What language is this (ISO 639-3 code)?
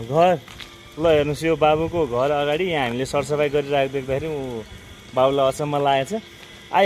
nep